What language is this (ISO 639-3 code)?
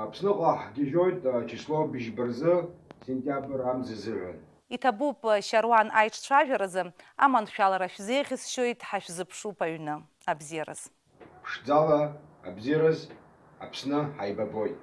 abk